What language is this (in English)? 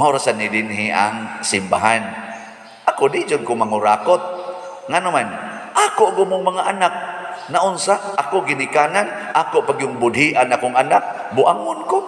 Cebuano